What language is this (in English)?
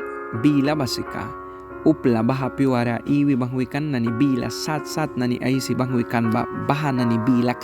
Mískito